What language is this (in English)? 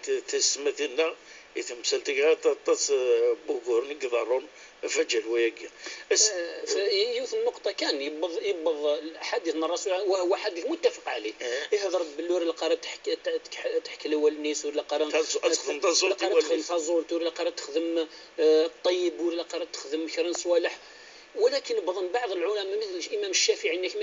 Kabyle